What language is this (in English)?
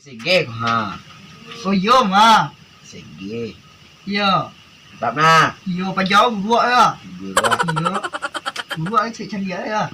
Minangkabau